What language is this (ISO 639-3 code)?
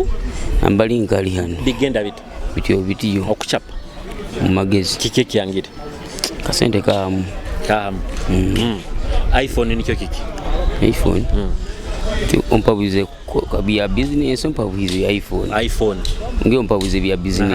nyo